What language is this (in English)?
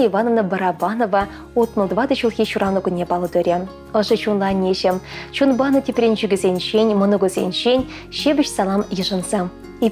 Chuvash